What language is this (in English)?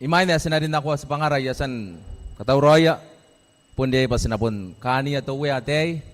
Gilbertese